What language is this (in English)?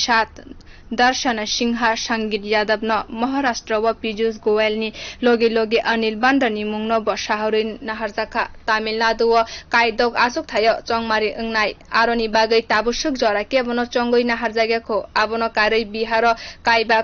Kok Borok